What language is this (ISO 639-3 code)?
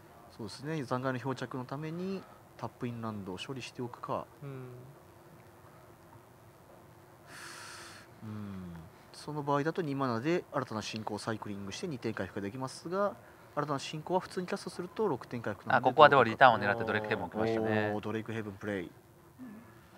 jpn